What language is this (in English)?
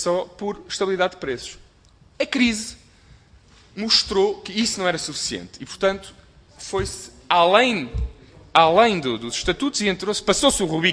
Portuguese